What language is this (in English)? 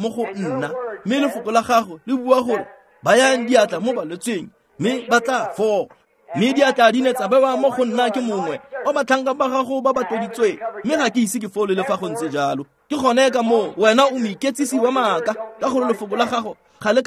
Tswana